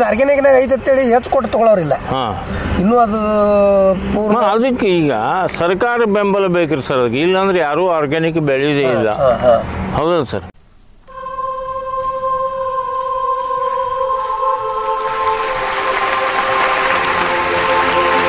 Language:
Kannada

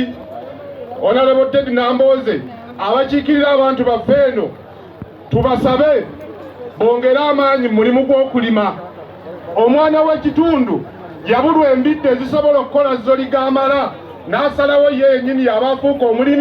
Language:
Ganda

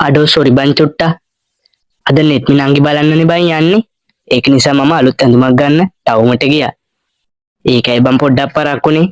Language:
Sinhala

